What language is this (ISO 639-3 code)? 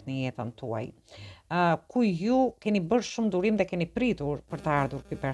sqi